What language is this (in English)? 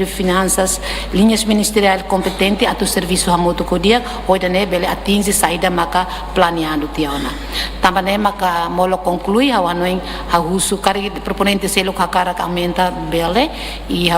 Tetum